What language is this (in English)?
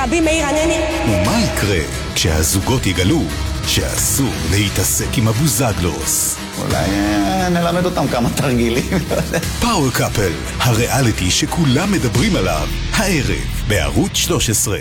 Hebrew